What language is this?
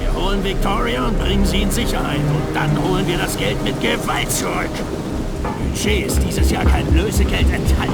Bavarian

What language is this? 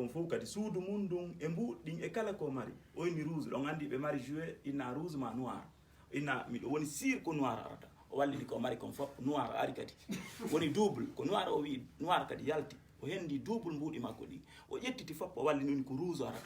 Fula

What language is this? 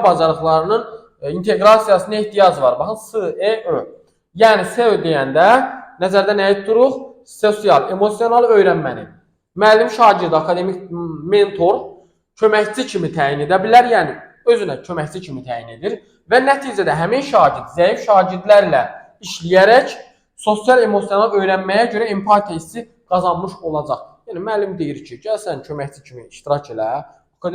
Azerbaijani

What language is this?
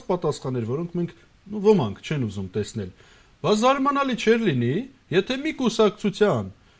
Armenian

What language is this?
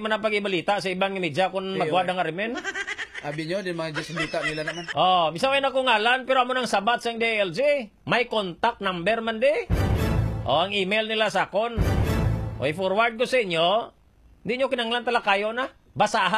Hiligaynon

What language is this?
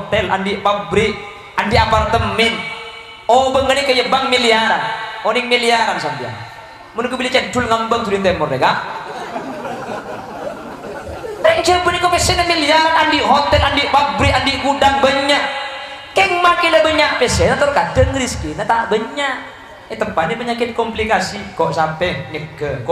Madurese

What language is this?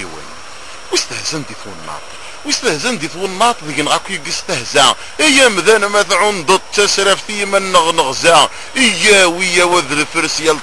Kabyle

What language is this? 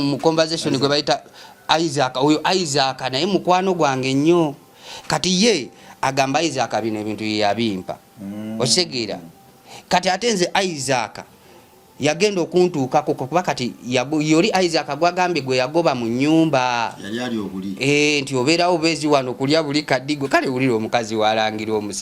Ganda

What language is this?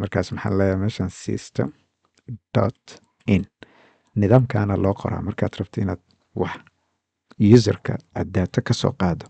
Somali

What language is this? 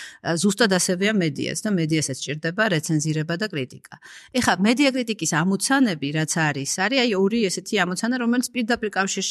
Georgian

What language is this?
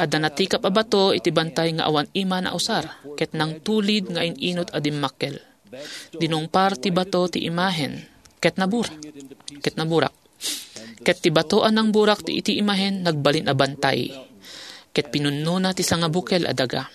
Iloko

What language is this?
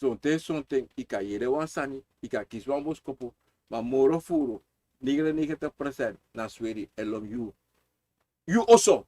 Sranan Tongo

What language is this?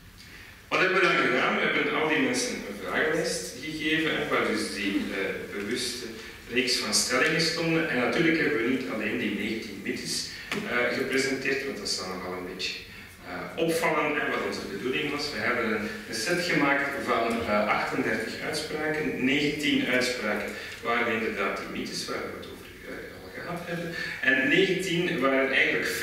Dutch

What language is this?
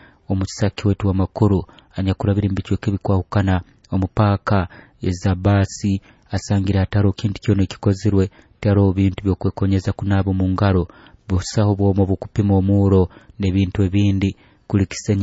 Nyoro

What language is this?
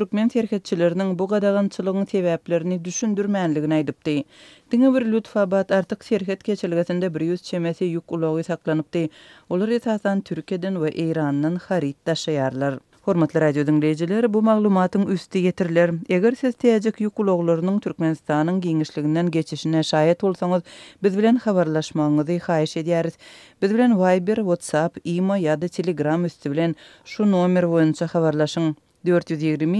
Turkmen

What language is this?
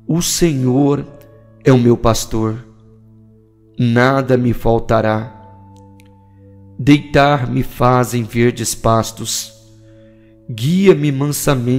Portuguese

